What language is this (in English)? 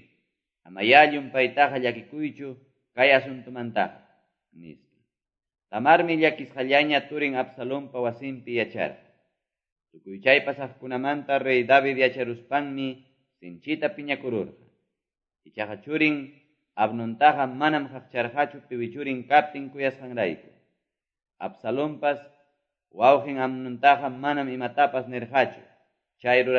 Quechua